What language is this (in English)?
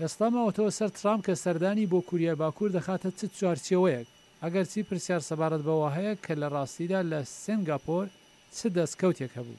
Central Kurdish